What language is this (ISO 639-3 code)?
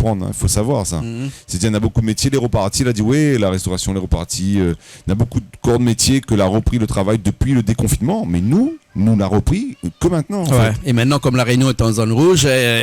rcf